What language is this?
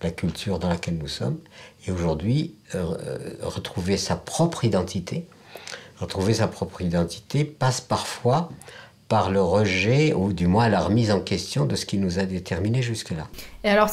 French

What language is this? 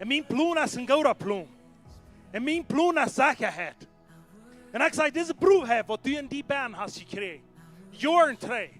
Plautdietsch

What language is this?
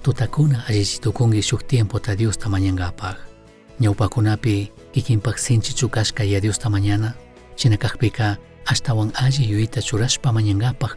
Chimborazo Highland Quichua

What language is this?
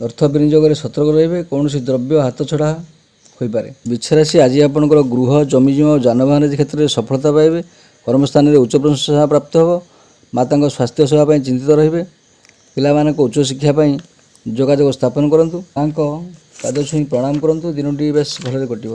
Odia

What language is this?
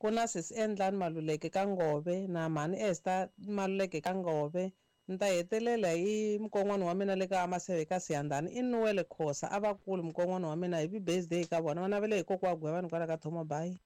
Tsonga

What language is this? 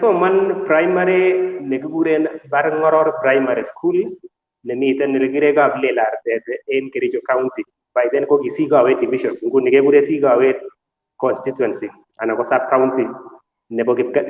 Kalenjin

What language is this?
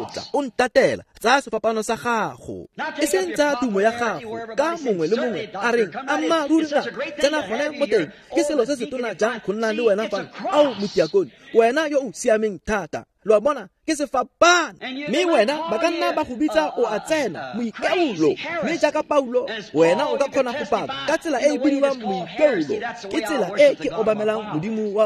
Tswana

